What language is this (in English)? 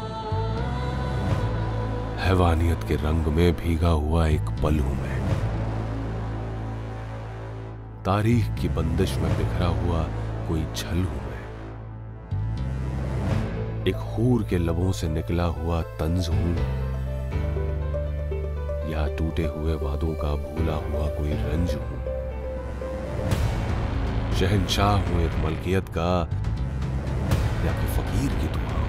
Hindi